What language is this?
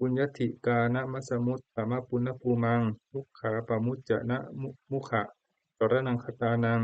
Pali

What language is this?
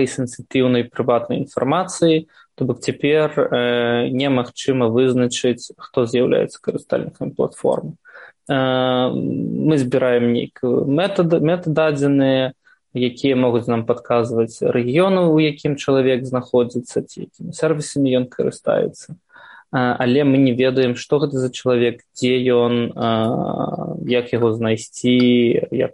Belarusian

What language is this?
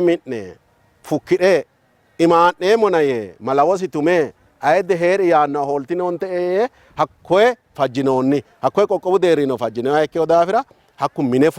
Sidamo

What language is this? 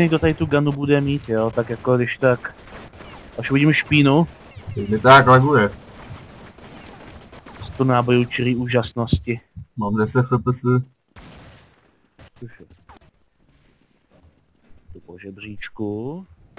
Czech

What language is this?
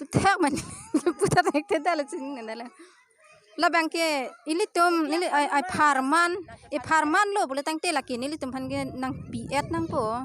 Karbi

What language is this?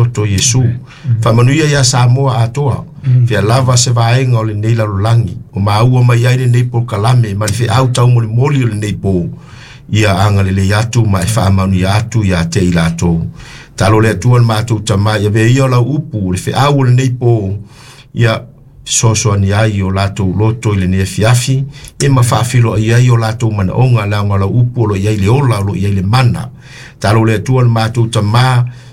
Samoan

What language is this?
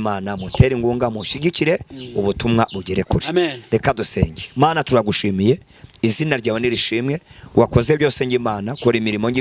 Kinyarwanda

